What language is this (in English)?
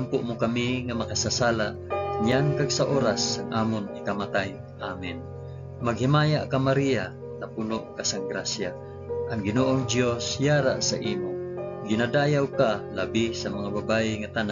Hiligaynon